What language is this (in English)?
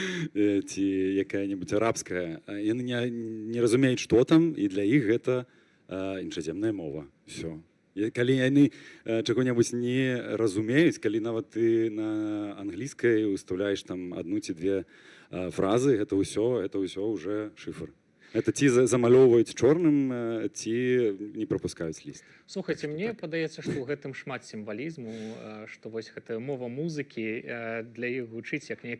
Belarusian